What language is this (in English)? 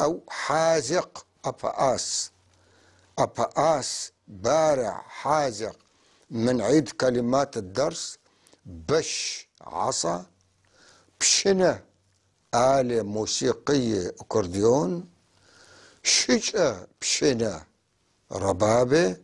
North Levantine Arabic